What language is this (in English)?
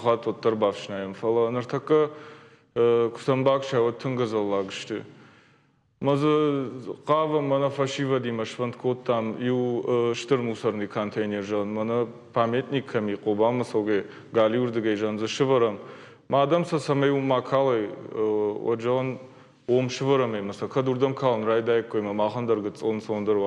Ossetic